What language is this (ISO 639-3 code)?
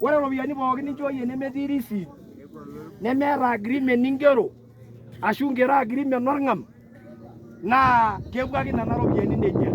mas